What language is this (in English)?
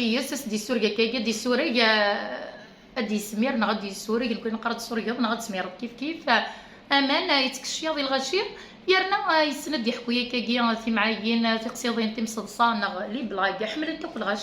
Kabyle